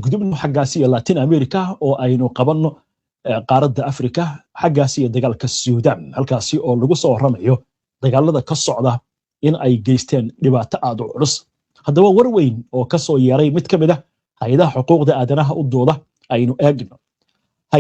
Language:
Somali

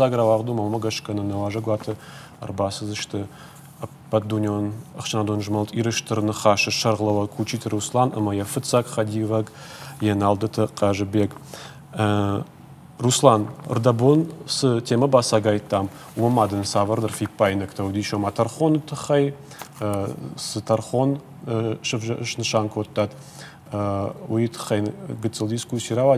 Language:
Ossetic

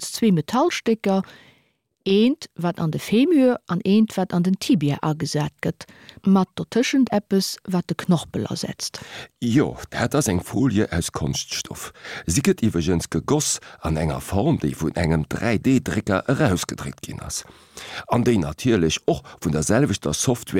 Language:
Luxembourgish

